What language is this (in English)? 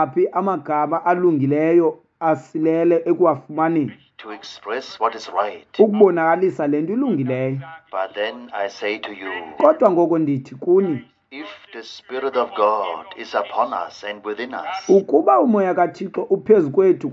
Xhosa